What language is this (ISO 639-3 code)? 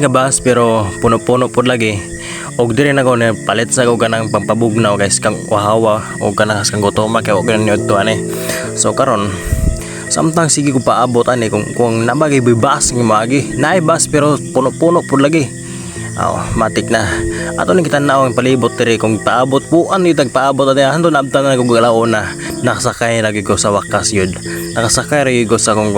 ceb